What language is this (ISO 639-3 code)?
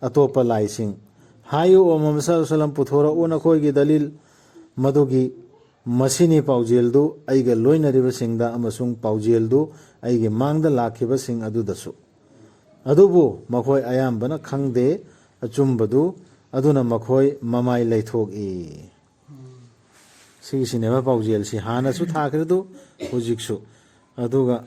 mni